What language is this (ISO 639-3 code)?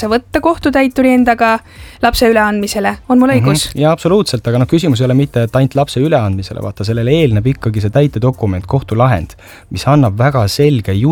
est